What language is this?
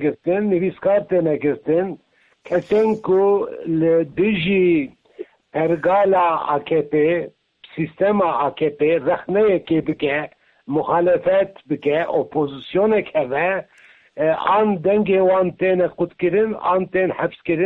Kurdish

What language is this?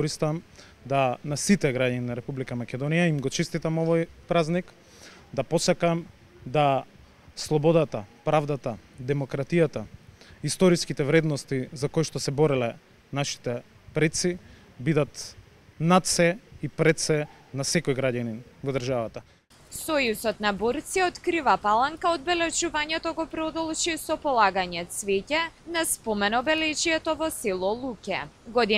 Macedonian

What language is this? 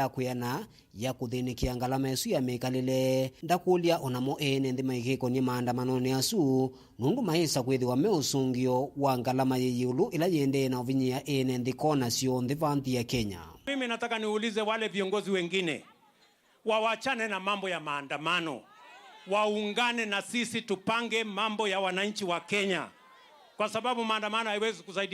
Kamba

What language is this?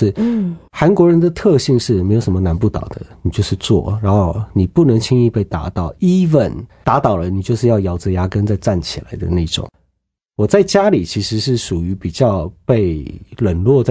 Chinese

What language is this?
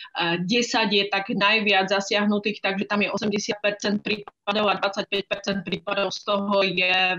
Slovak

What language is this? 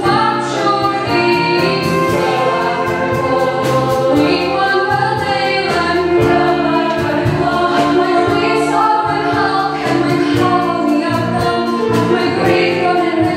Welsh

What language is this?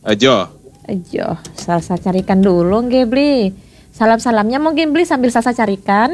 Balinese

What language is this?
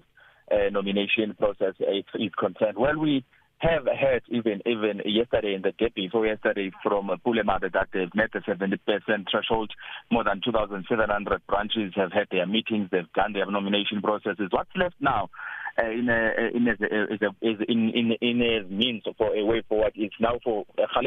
English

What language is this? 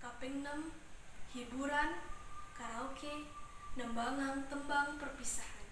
Balinese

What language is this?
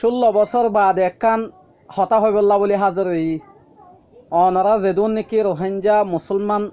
Rohingya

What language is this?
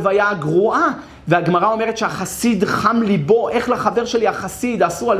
Hebrew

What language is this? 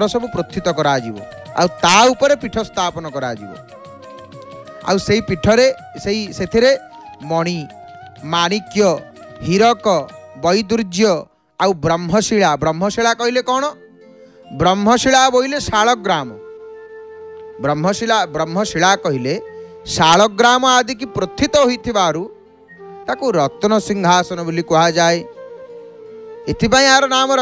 Odia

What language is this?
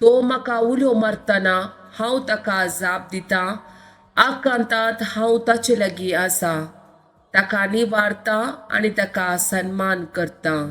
Konkani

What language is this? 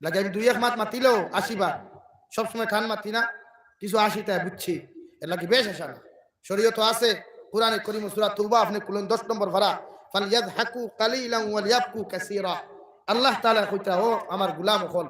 Sylheti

